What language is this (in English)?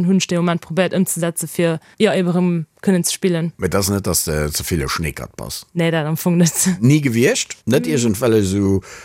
Luxembourgish